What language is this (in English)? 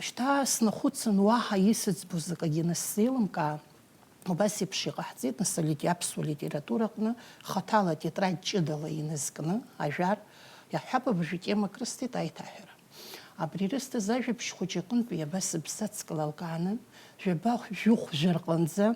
Abkhazian